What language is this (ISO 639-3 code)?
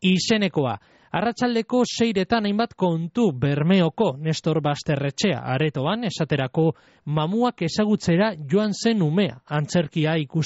eus